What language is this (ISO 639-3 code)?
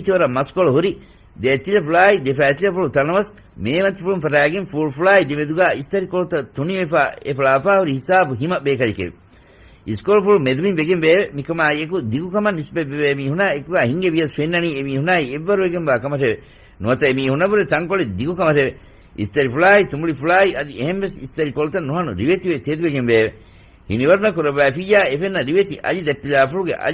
div